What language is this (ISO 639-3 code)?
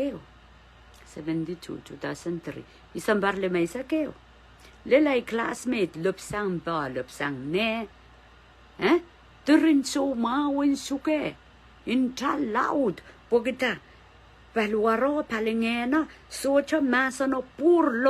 pon